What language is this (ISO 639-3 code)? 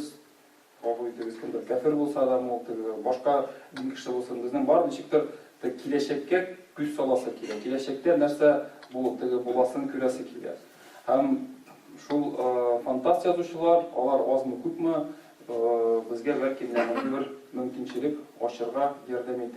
tat